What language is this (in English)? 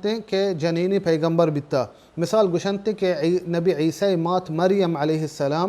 Baluchi